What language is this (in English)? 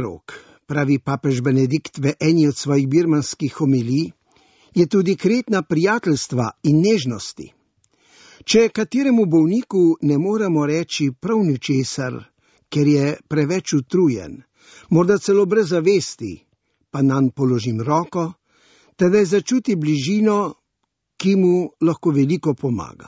Slovenian